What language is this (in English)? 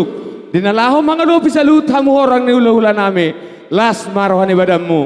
Batak Toba